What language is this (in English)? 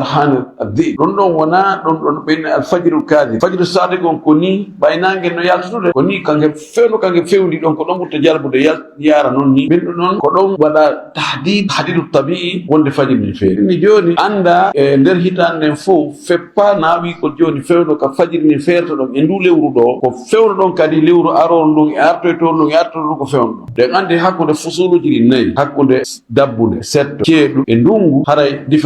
Fula